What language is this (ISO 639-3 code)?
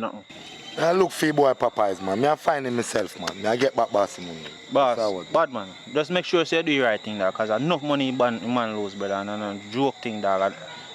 jam